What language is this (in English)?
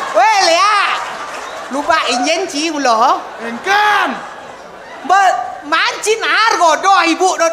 Balinese